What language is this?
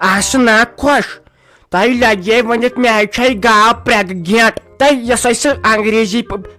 Kashmiri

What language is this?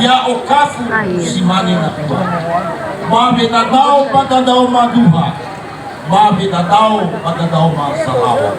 Nias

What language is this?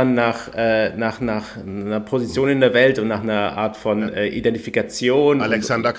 German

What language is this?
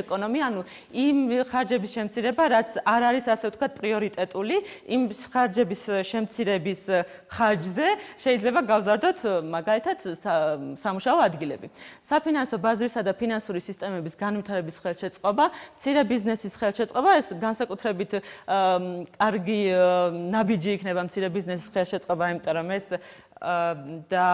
Georgian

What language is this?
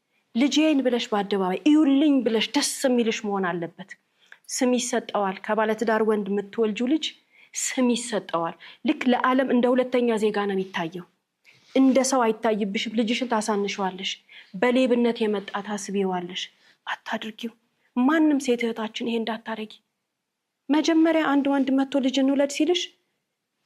Amharic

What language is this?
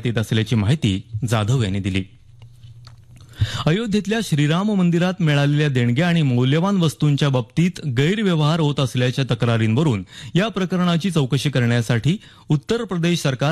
Marathi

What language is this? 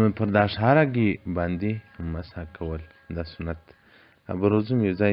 Pashto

